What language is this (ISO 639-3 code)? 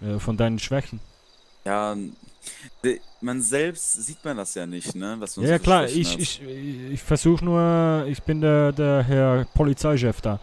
gsw